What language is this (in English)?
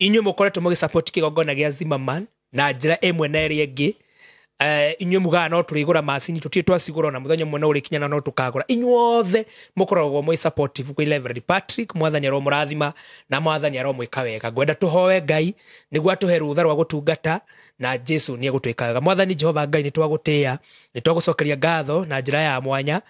Kikuyu